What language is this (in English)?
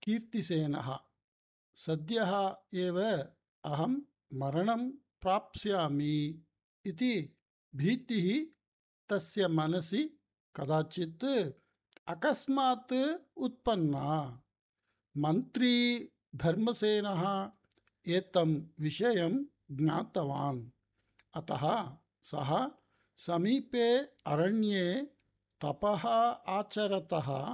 Sanskrit